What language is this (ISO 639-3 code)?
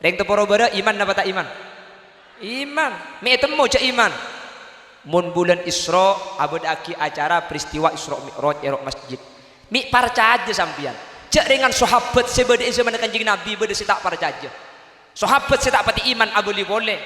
mad